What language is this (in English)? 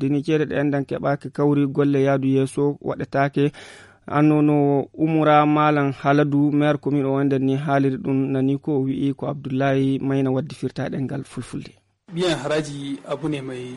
Fula